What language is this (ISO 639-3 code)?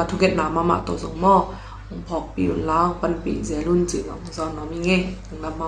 ctd